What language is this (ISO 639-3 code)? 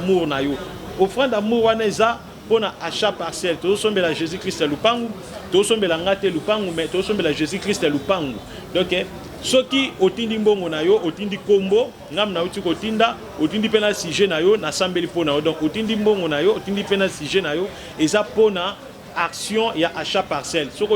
lin